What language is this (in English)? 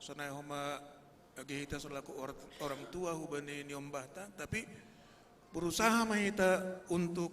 Batak Simalungun